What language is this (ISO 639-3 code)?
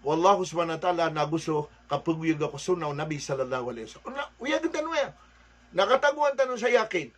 mrw